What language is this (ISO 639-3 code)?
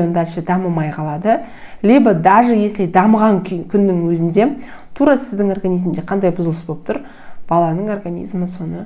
kaz